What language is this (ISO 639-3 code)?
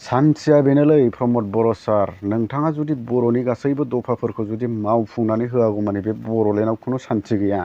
brx